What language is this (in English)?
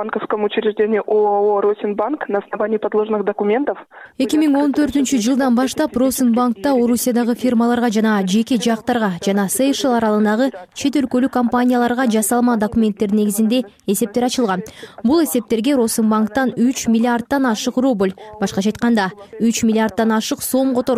Kyrgyz